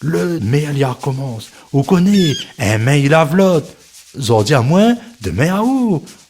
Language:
Réunion Creole French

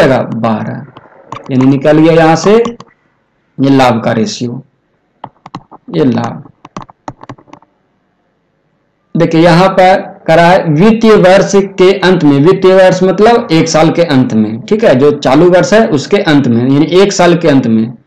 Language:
Hindi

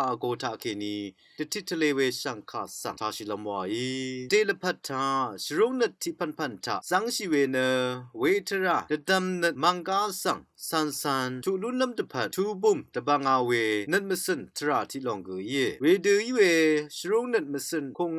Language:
Rawang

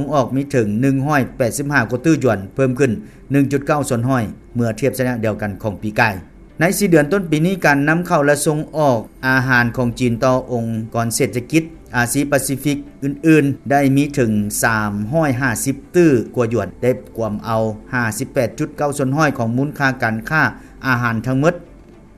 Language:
Lao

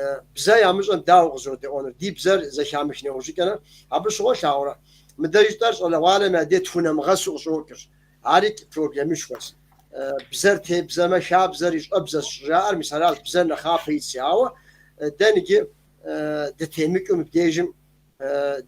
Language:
Kabardian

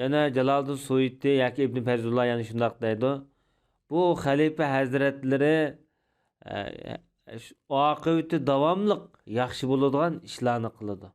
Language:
Uyghur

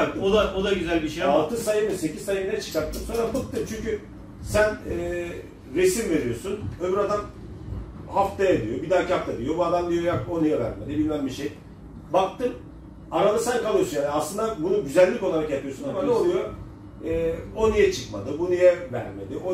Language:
Turkish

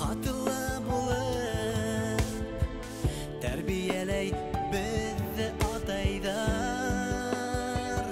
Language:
Bashkir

